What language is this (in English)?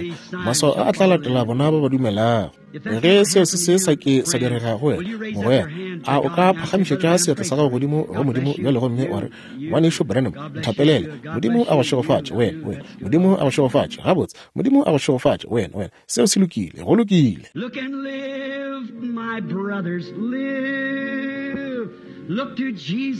Northern Sotho